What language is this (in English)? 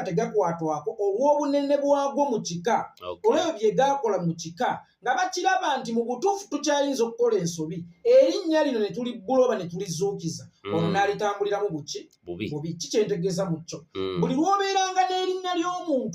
Ganda